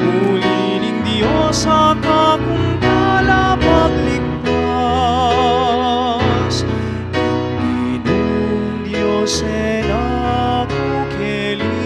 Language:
Pampanga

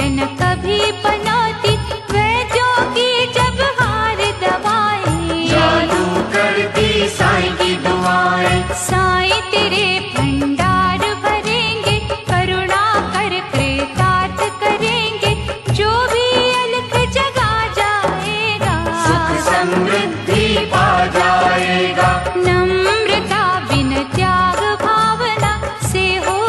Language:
Hindi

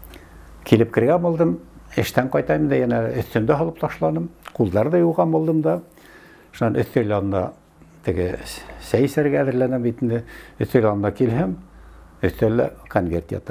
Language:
Bashkir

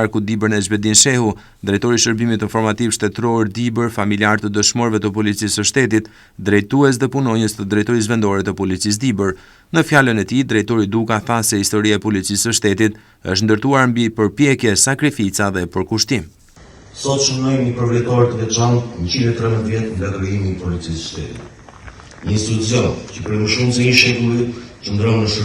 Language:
Albanian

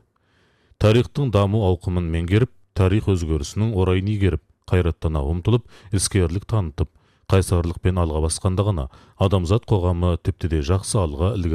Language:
Kazakh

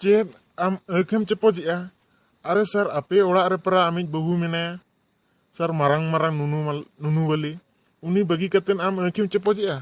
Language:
Santali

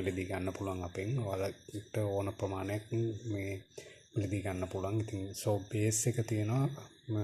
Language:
Sinhala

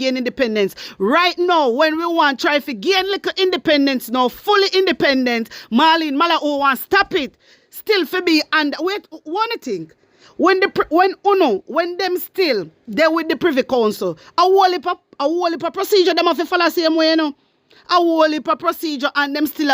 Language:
Jamaican Creole English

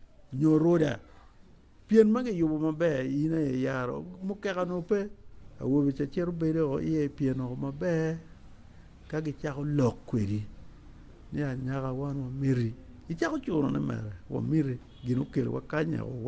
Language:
Acoli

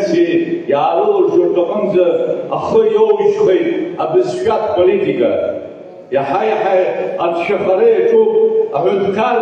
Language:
Abkhazian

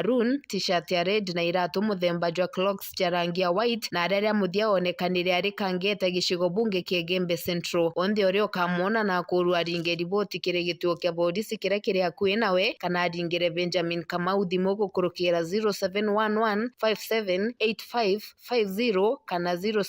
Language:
Meru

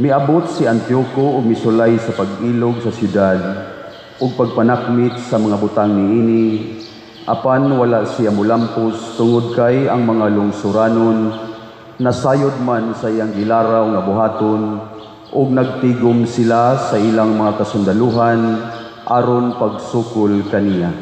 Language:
Cebuano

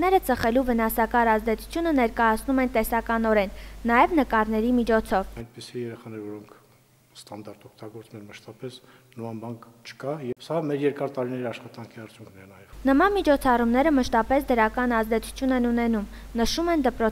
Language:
Armenian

